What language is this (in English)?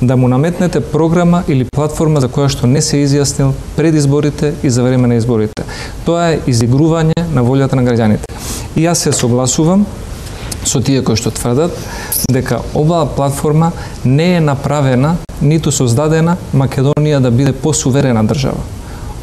Macedonian